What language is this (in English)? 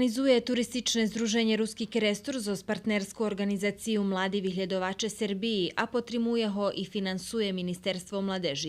Rusyn